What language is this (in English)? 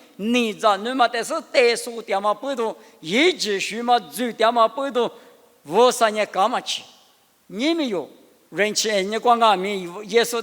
Lisu